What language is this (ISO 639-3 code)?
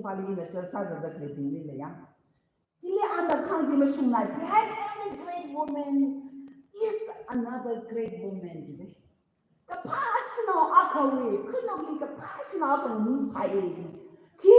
nmf